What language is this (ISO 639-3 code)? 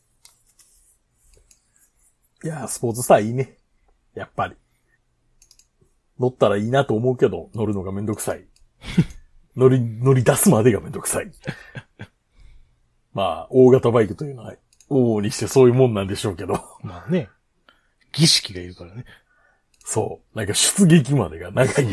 jpn